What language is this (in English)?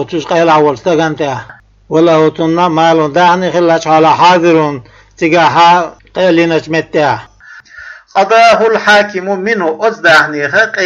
Chechen